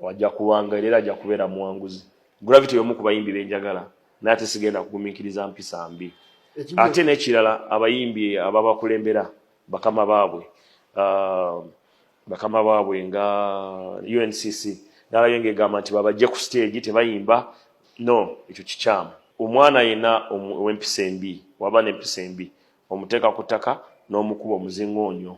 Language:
Ganda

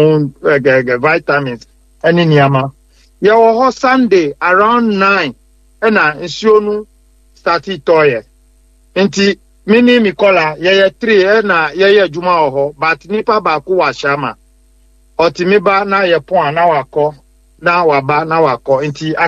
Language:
Akan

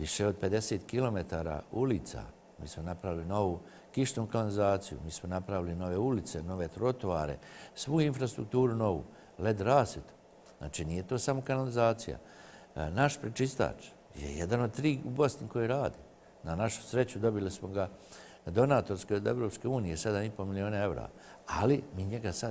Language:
Serbian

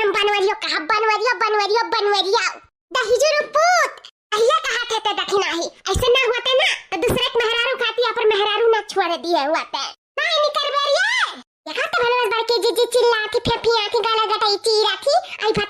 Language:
Awadhi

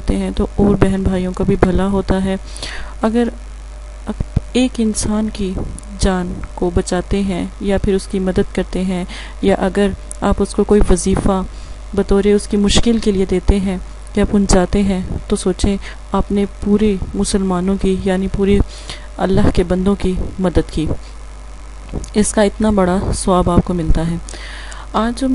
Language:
Urdu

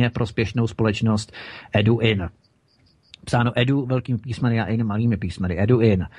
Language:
Czech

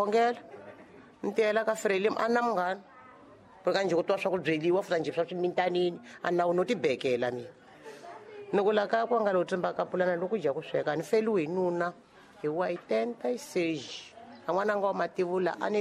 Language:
Tsonga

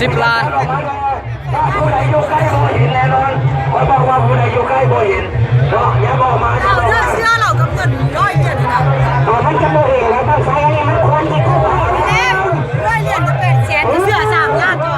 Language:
Lao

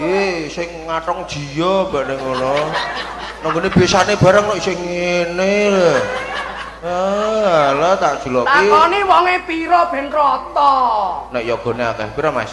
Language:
Javanese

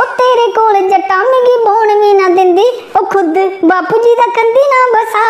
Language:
Dogri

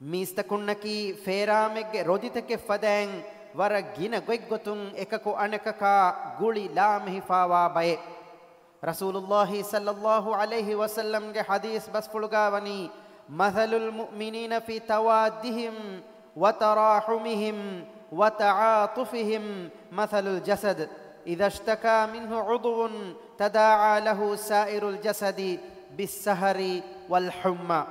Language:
Divehi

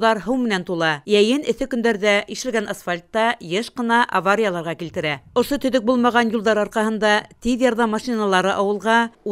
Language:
Bashkir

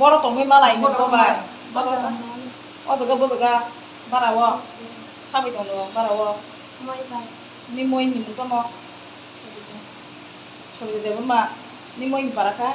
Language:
Riang (India)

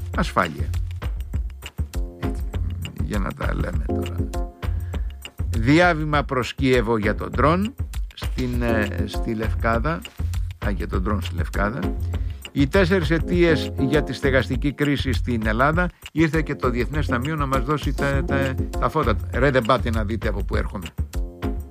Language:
Greek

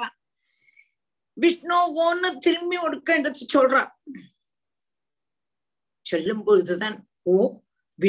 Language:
Tamil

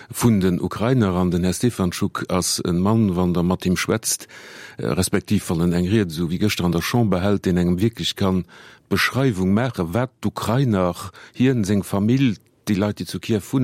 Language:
Luxembourgish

